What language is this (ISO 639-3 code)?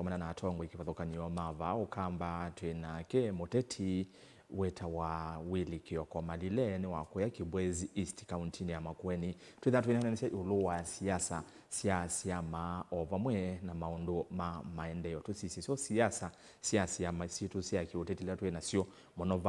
kam